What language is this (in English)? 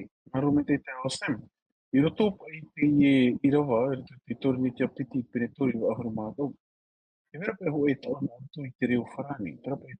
Tahitian